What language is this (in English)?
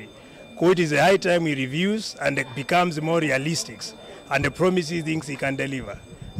Kamba